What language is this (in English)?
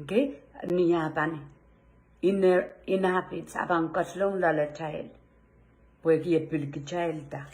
Pohnpeian